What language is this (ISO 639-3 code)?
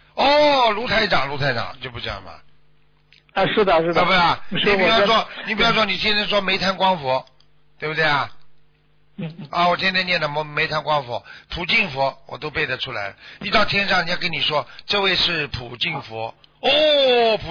zho